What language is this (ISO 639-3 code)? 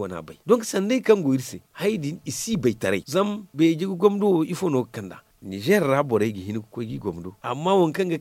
dje